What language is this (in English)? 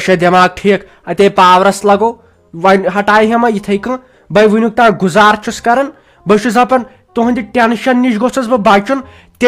Kashmiri